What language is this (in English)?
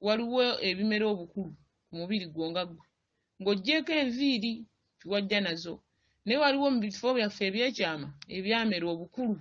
Ganda